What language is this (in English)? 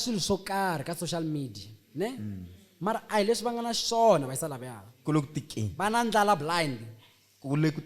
Tsonga